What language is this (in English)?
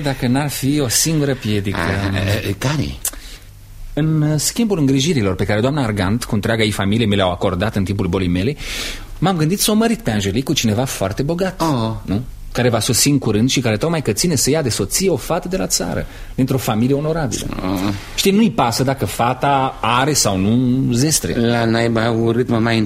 Romanian